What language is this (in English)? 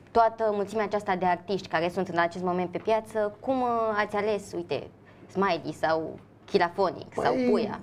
Romanian